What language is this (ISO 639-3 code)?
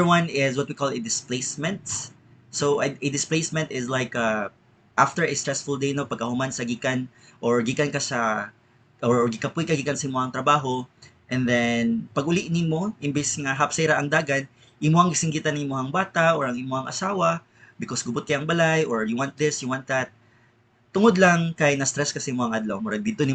ceb